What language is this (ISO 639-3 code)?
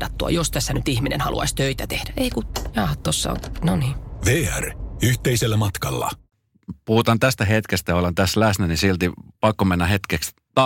fin